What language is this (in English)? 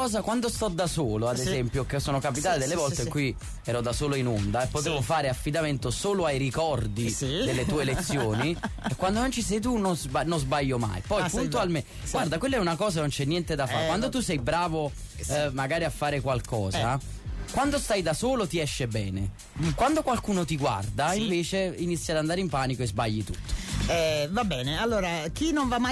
Italian